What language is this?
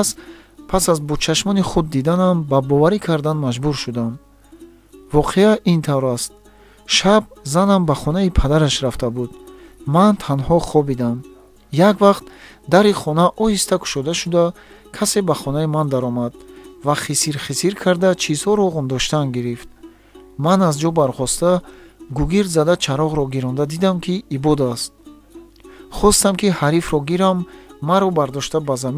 Tajik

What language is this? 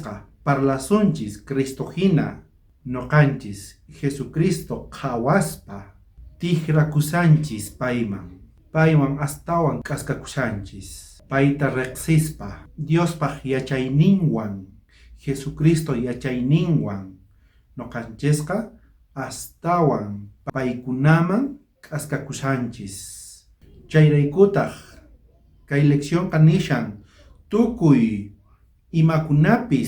South Bolivian Quechua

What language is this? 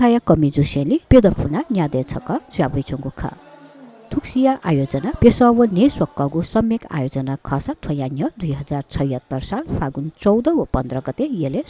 Newari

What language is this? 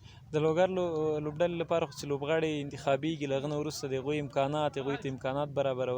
Pashto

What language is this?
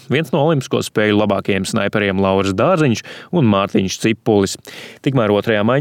Latvian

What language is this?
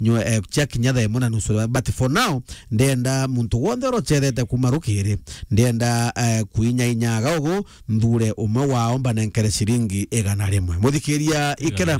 Meru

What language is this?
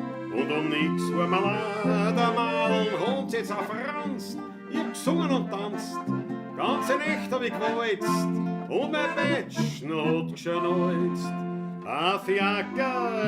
Bavarian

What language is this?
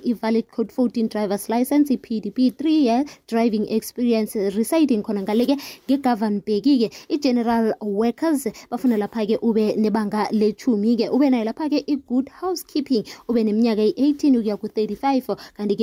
South Ndebele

